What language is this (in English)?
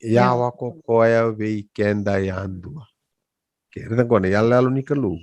Fijian